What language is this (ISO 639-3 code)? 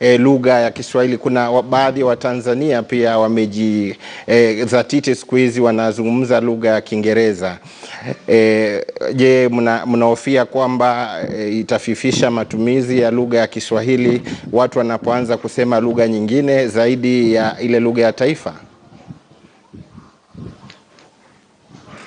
swa